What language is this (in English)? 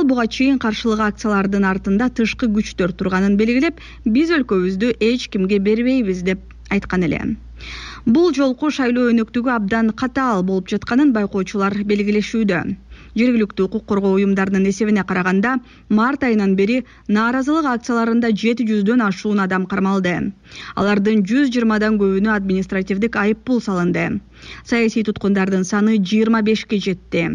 Kyrgyz